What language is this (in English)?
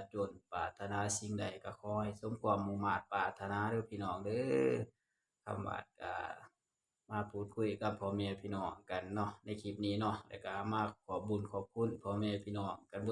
Northeastern Thai